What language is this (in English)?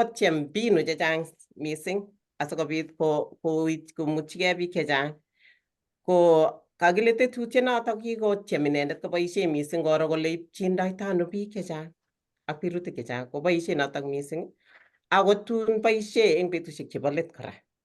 Kalenjin